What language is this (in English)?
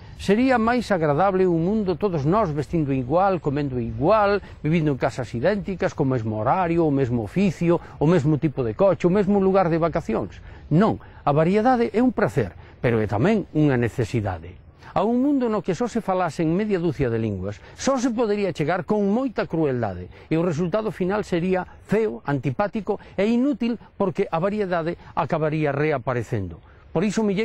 Galician